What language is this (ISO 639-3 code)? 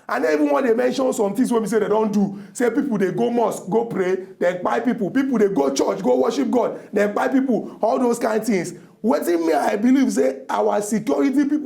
pcm